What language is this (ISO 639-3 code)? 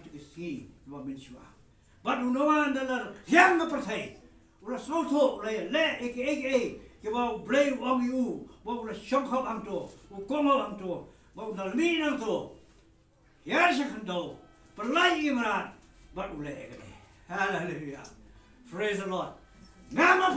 kha